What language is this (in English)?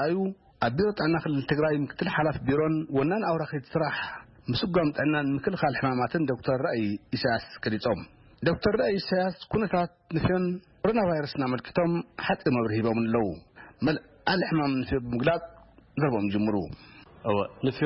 Tigrinya